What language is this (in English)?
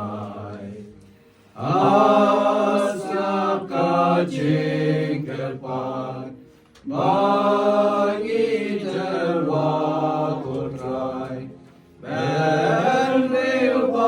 Khasi